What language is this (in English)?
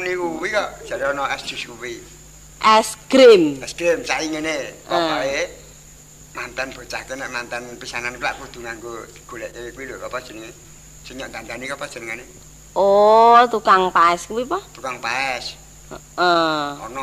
Javanese